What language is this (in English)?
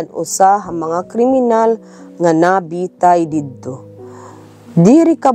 Waray